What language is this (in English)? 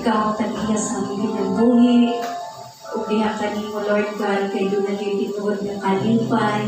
Cebuano